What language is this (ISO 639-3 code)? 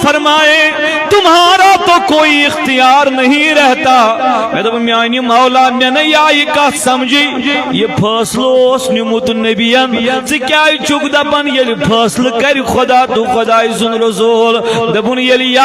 kas